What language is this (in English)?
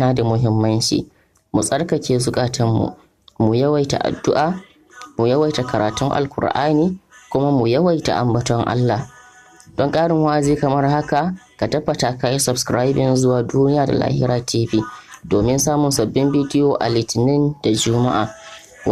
Hausa